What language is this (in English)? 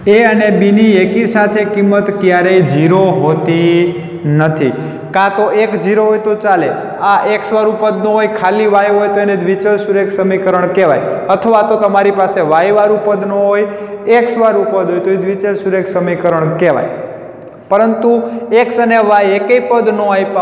Gujarati